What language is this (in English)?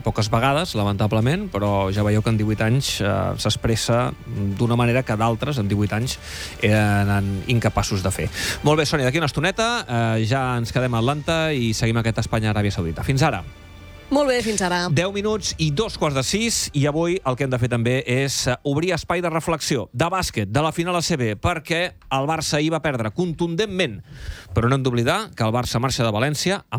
Catalan